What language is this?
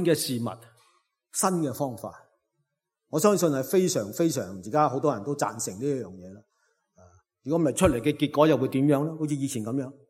Cantonese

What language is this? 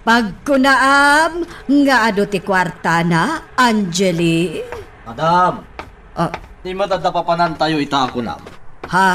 Iloko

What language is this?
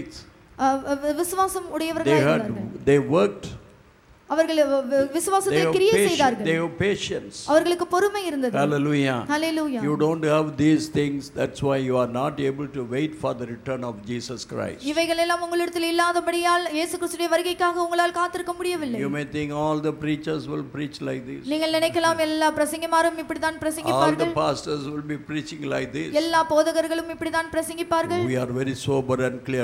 Tamil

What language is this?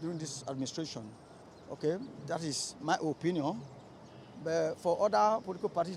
Nigerian Pidgin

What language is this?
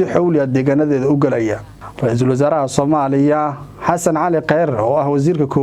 Somali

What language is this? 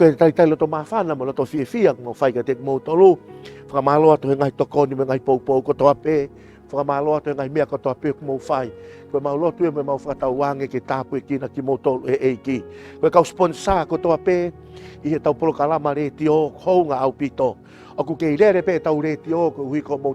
Tongan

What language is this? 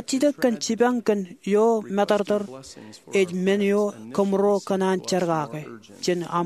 Marshallese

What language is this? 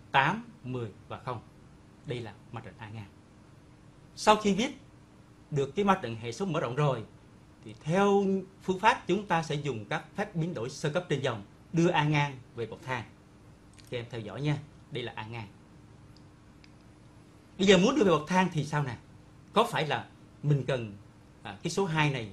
Vietnamese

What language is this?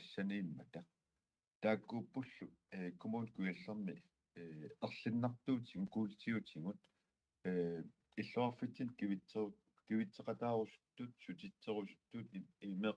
Kalaallisut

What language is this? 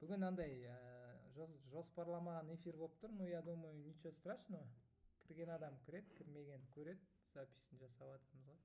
Kazakh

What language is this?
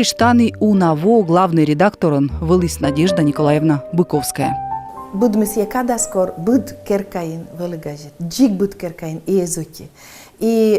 Komi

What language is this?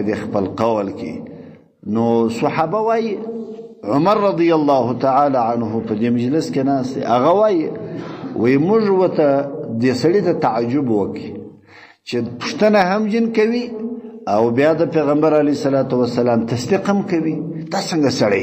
Pashto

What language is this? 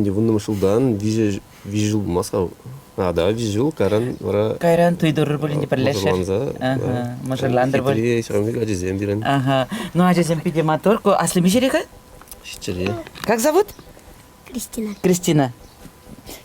Chuvash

